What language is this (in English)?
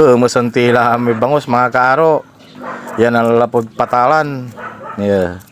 Pangasinan